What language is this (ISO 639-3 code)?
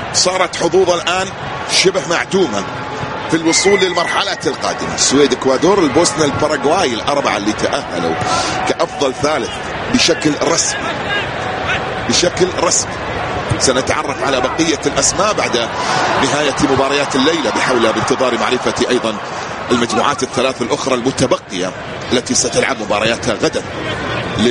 ara